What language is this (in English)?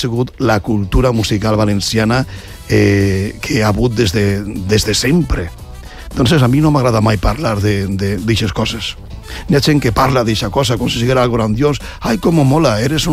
Catalan